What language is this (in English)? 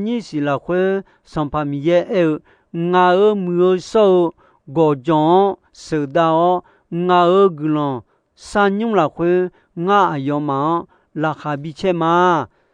Akha